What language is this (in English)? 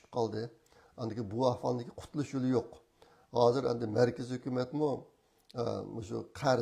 Uyghur